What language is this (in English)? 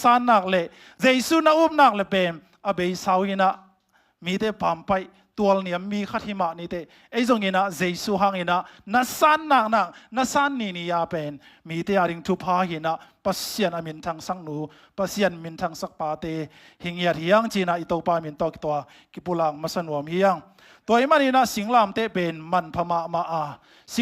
Tedim Chin